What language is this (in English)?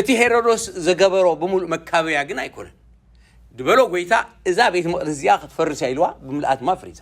Tigrinya